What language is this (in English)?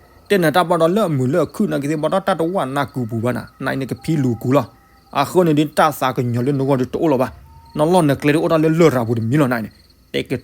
S'gaw Karen